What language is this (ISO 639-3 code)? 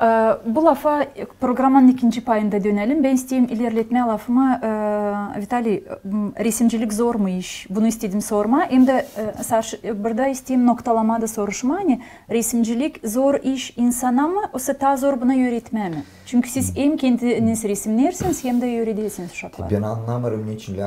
gag